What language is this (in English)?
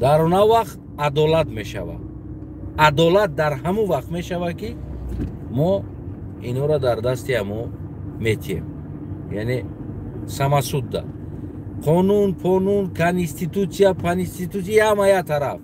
Tajik